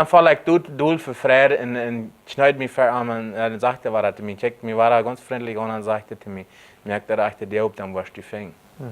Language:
Plautdietsch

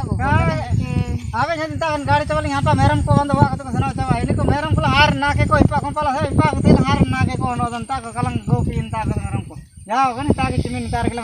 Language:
Ho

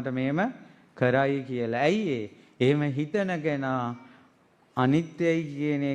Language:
Sinhala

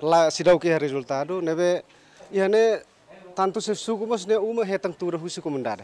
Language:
Tetum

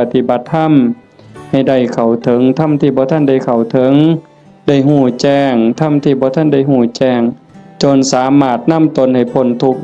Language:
Northeastern Thai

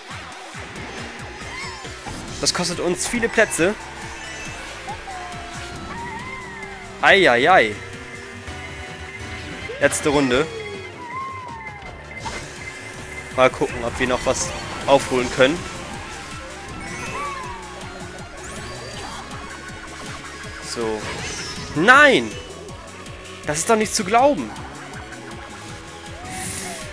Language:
German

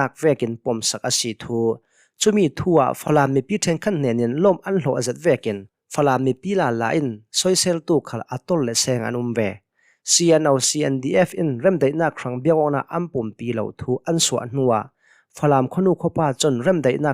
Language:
Hakha Chin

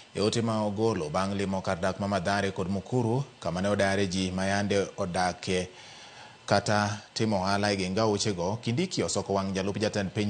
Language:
Luo (Kenya and Tanzania)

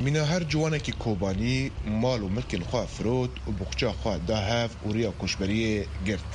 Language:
Kurdish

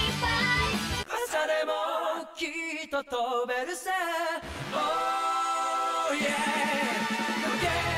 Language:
Japanese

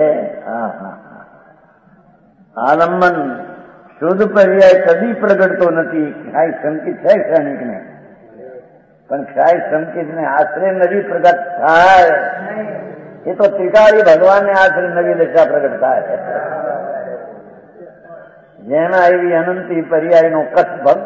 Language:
Gujarati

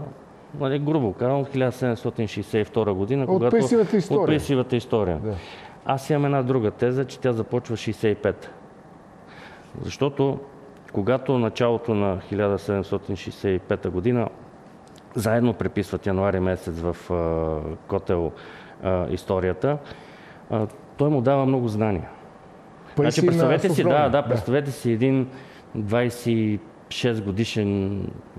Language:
Bulgarian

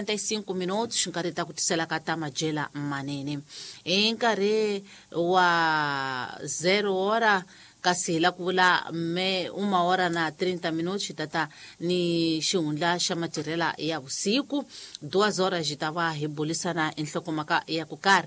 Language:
Tsonga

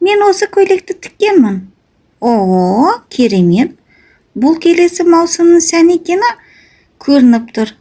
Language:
Kazakh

